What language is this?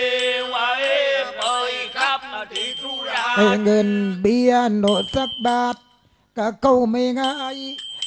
Southern Thai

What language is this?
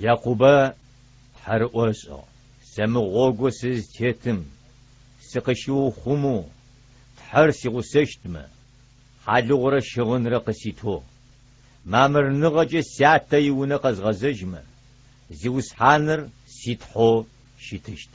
Adyghe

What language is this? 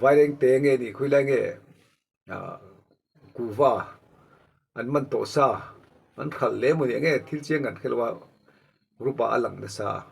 Mizo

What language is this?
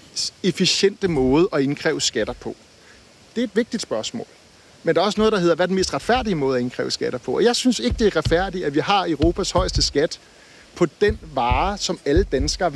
Danish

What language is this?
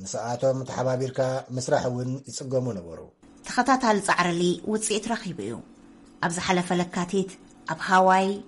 Tigrinya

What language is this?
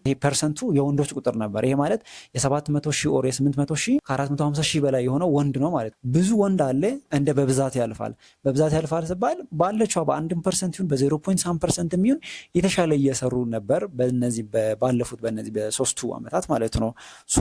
Amharic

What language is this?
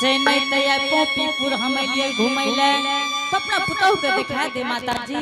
Angika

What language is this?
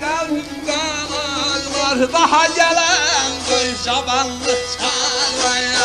South Azerbaijani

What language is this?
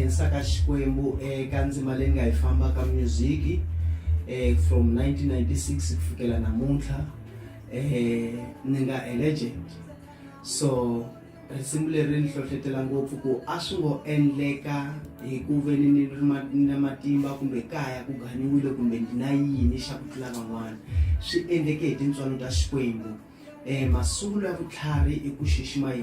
Tsonga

